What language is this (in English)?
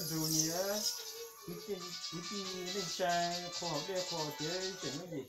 Hmong